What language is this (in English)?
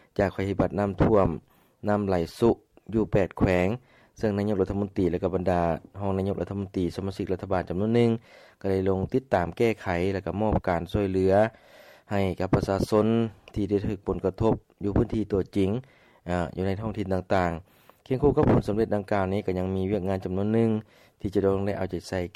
Lao